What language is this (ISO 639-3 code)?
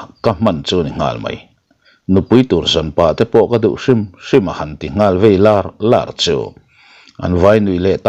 lus